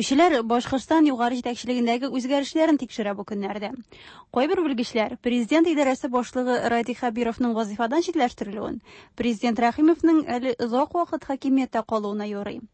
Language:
Tatar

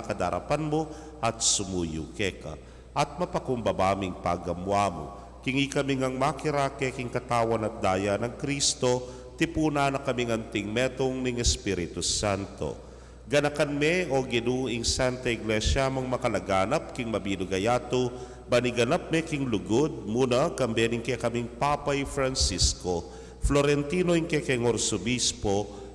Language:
Pampanga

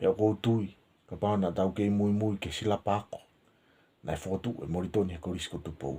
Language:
Tongan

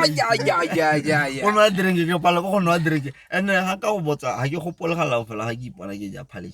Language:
Tswana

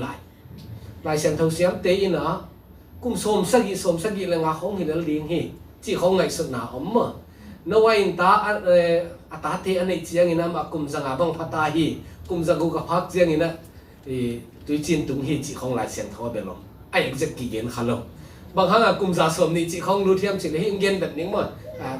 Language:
Tedim Chin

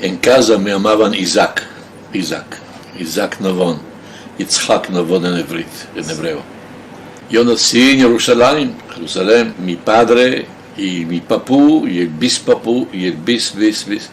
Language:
Ladino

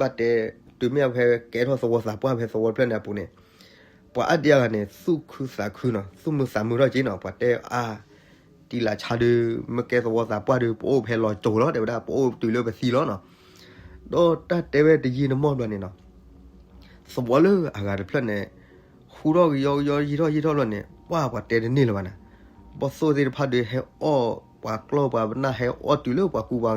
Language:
S'gaw Karen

